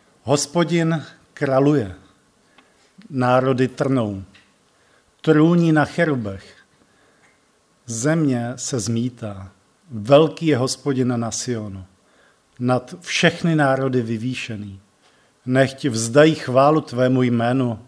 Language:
Czech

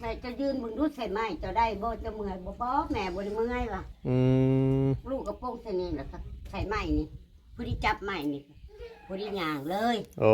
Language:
Northeastern Thai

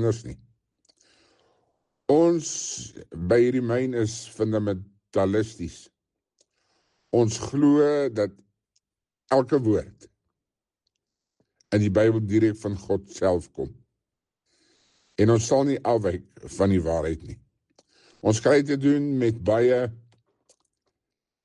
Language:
Afrikaans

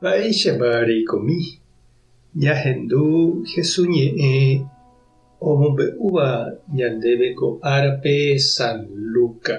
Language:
Guarani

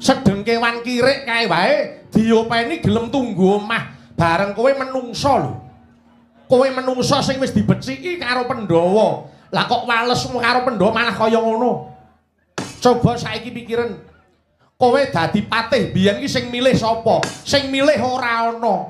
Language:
Javanese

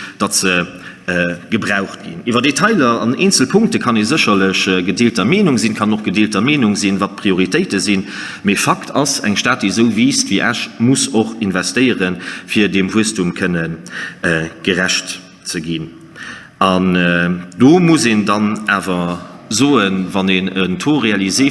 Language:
Luxembourgish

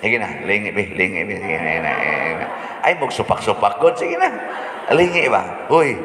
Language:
Cebuano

